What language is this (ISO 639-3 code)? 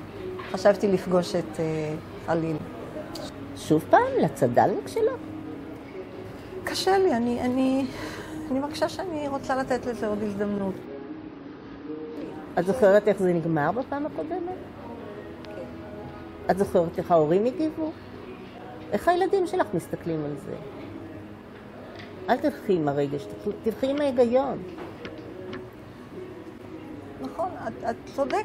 heb